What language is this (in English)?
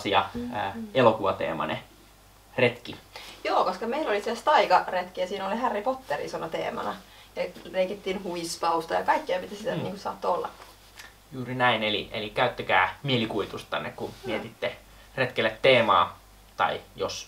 Finnish